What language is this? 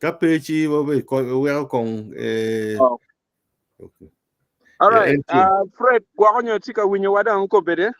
Acoli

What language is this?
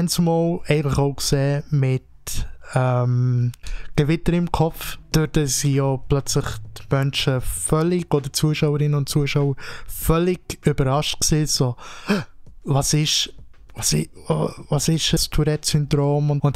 Swiss German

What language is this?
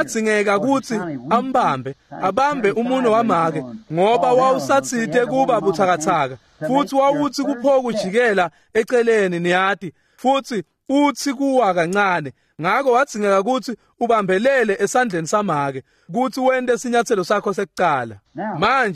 Swati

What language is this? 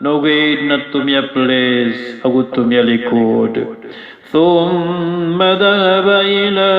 Maranao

